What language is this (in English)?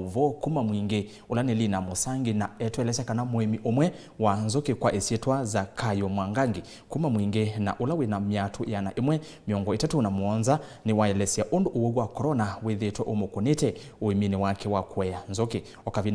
Kamba